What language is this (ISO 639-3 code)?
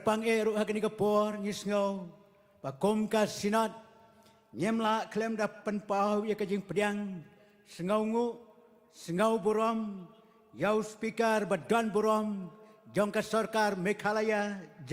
kha